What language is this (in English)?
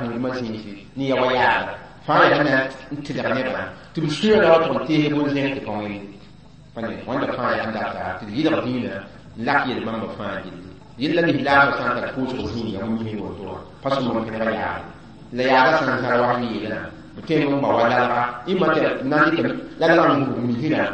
Mossi